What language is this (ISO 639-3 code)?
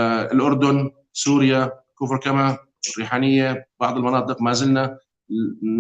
apc